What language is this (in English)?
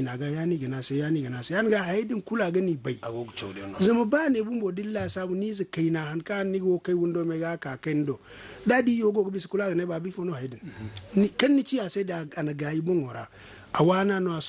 Zarma